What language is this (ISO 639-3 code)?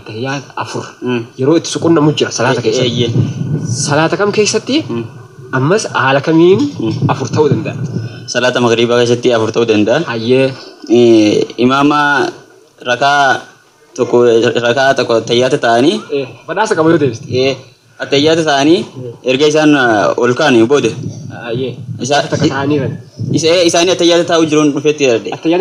orm